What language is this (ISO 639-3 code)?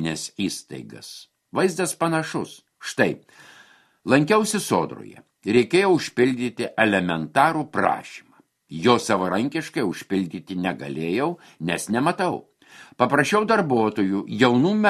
lit